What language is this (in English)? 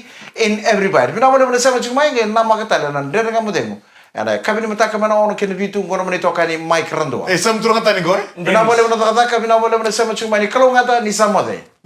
Fijian